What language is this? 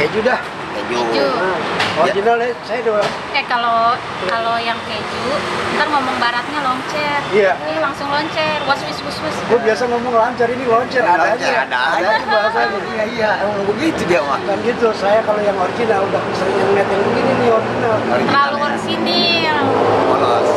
Betawi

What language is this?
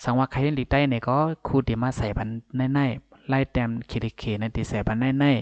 Shan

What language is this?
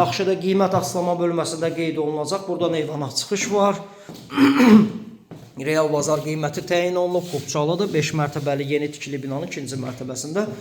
Azerbaijani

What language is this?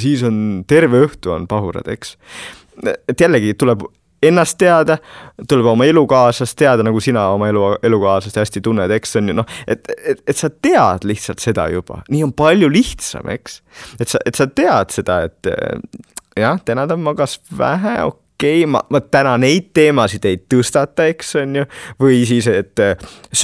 Estonian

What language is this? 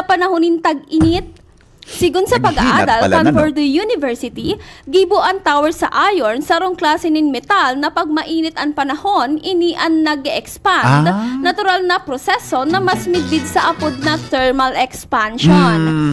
Bikol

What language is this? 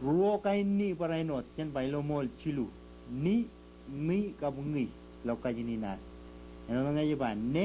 Marshallese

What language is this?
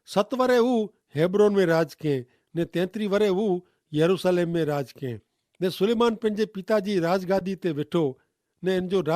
Kachhi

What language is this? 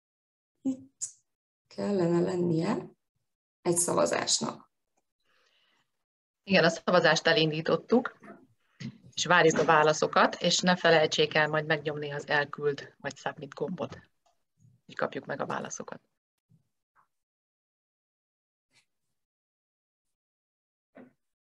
Hungarian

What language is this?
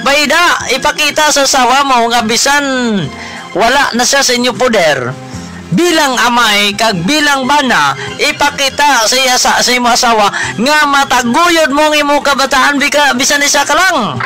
Hiligaynon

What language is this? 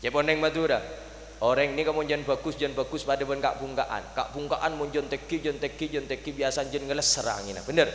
Madurese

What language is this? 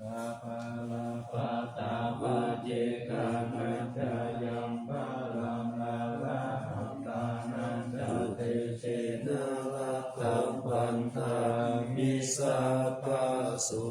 Pali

